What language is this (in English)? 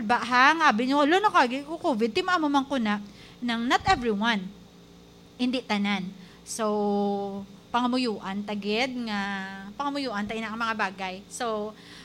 Hiligaynon